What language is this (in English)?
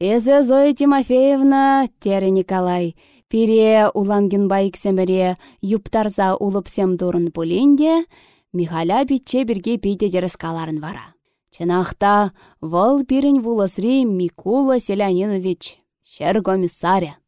Chuvash